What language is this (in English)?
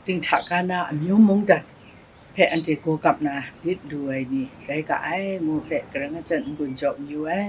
Kachin